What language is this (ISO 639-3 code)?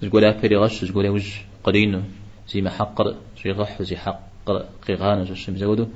kbd